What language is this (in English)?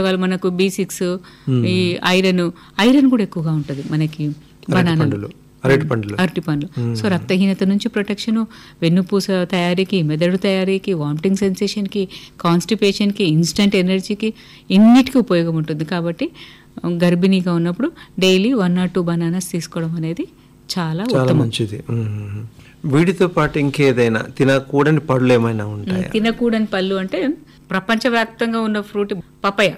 Telugu